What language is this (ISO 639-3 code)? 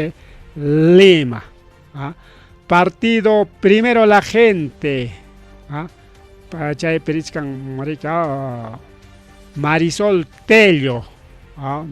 quy